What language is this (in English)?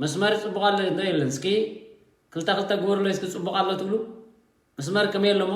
Tigrinya